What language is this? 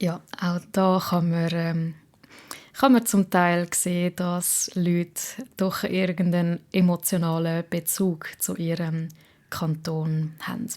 Swiss German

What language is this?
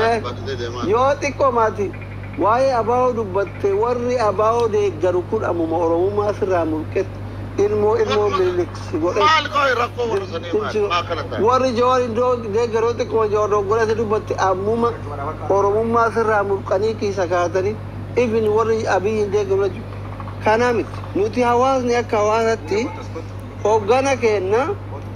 Oromo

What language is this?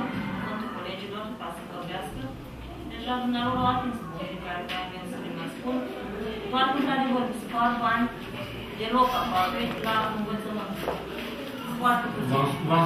Romanian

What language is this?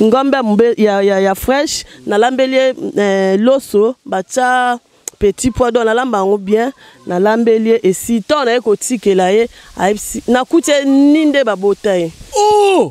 Lingala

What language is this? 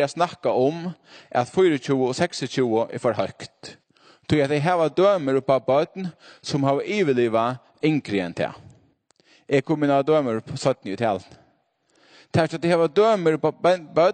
Faroese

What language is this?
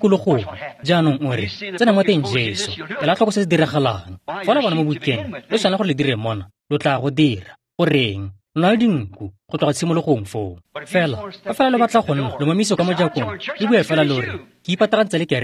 Tswana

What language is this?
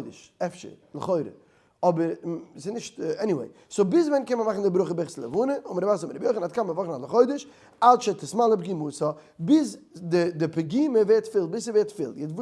Yiddish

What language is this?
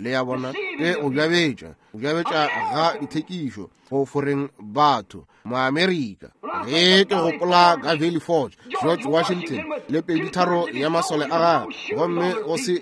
Northern Sotho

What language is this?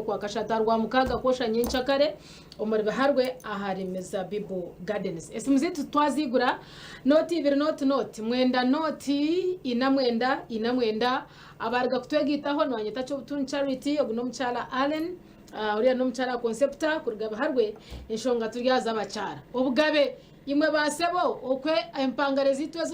Nyankole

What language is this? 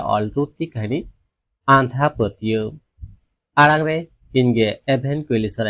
Santali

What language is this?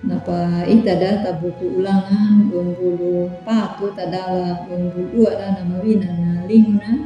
Anakalangu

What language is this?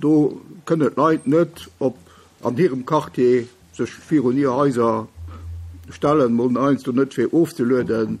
Luxembourgish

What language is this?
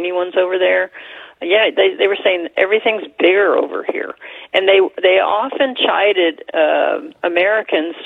English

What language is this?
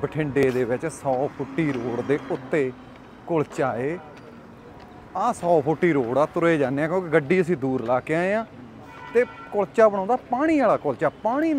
Punjabi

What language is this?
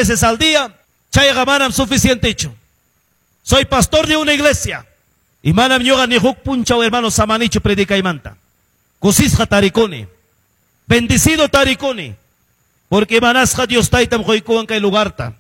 Quechua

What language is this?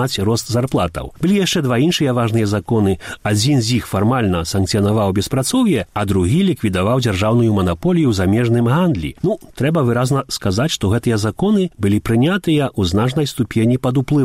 Belarusian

